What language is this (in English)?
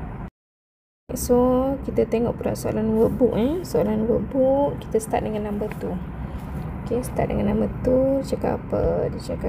Malay